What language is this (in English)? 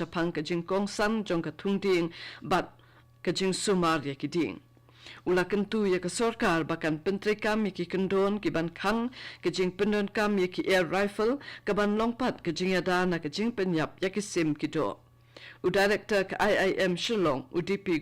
Khasi